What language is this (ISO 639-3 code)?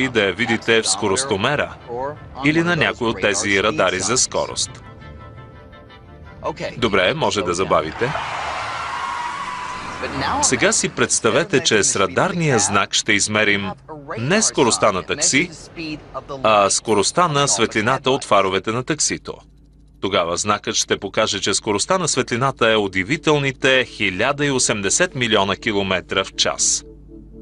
bul